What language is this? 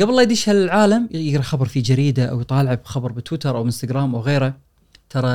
Gulf Arabic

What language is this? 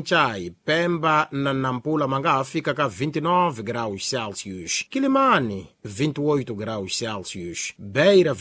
Tsonga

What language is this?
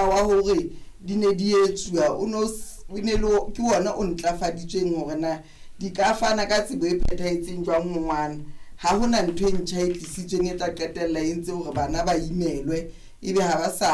Southern Sotho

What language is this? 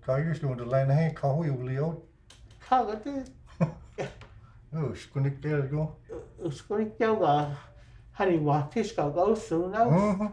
Cherokee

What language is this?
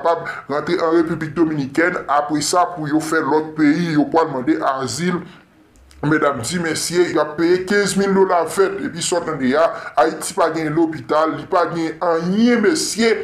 Haitian Creole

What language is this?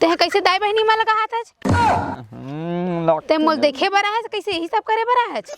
Chhattisgarhi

